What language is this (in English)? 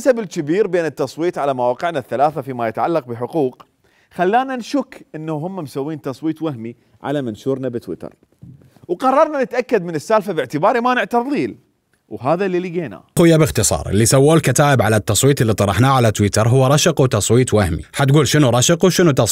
Mesopotamian Arabic